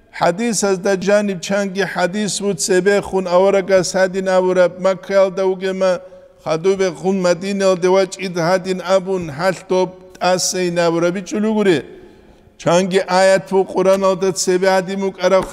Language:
Avaric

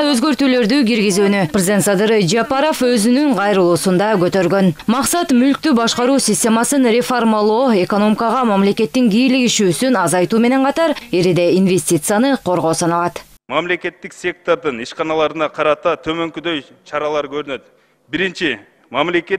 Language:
Kyrgyz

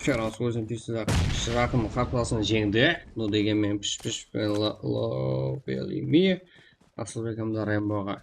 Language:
Kara-Kalpak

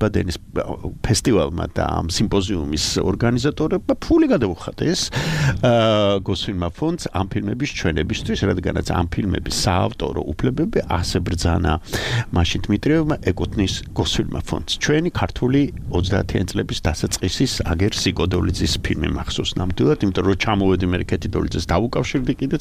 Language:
Georgian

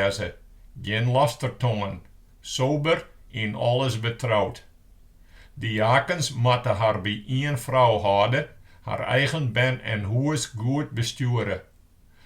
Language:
Western Frisian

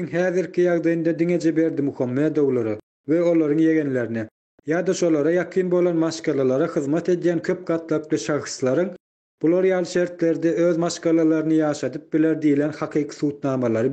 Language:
Turkmen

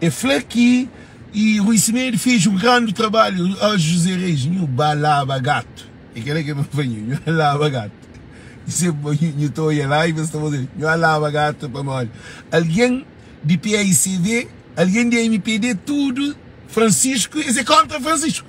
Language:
Kabuverdianu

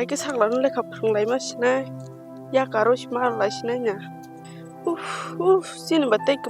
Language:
Kok Borok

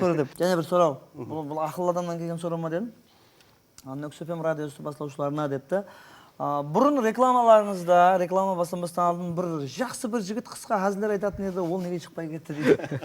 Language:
Kara-Kalpak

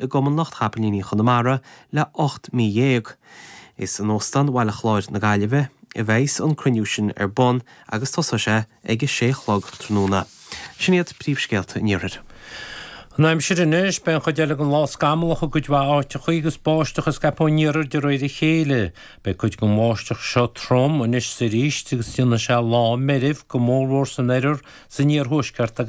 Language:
Irish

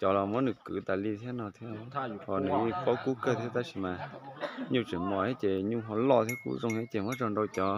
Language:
Hmong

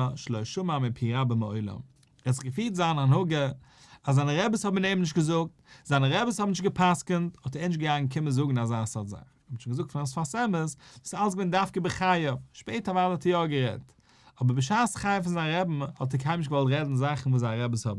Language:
Yiddish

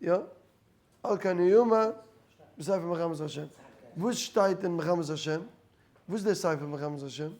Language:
Yiddish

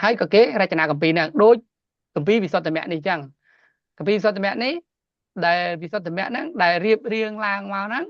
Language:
Khmer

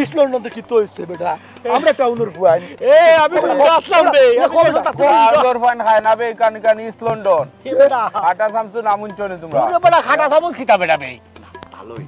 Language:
Sylheti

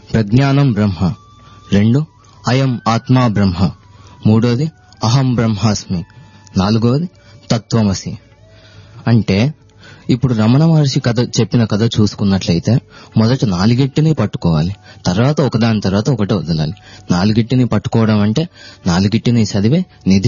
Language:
Telugu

